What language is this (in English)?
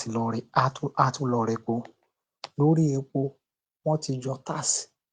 Yoruba